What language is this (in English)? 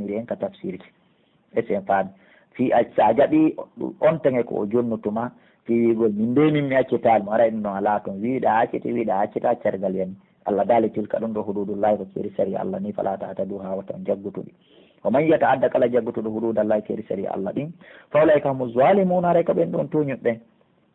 Pular